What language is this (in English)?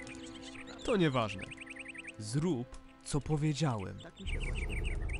Polish